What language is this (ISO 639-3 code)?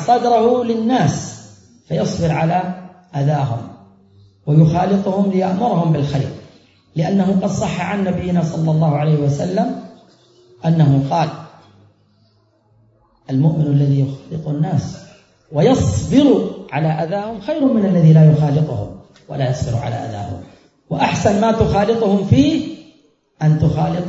ara